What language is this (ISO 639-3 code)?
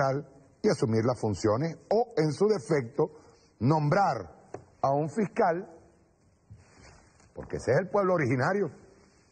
spa